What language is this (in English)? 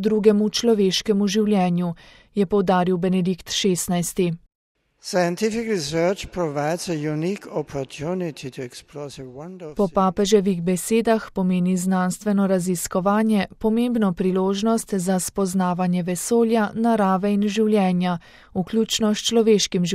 Slovenian